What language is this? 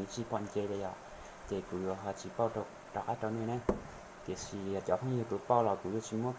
Hmong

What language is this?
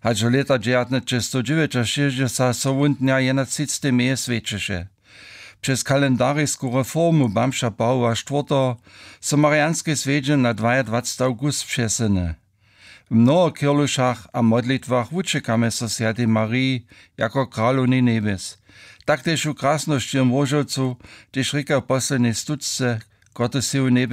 Upper Sorbian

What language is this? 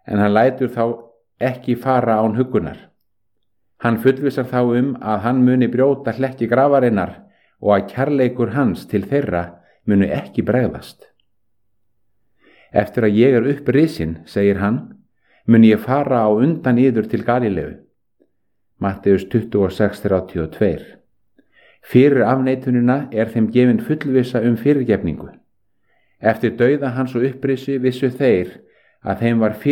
Icelandic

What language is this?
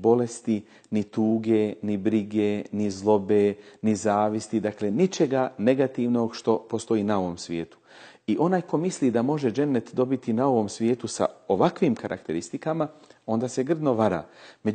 Bosnian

